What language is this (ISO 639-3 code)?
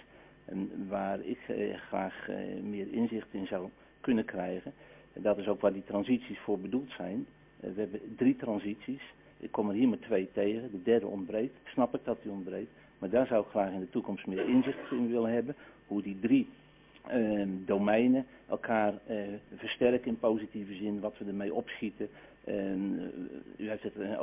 nld